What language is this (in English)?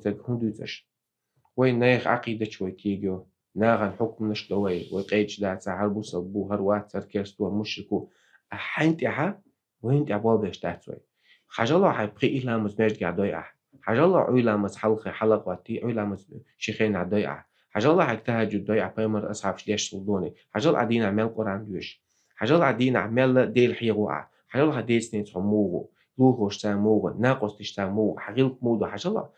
Chechen